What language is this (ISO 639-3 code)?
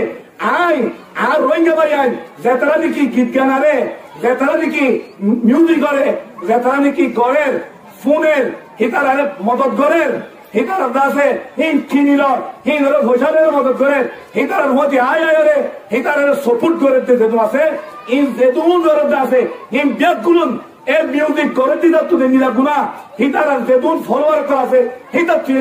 rhg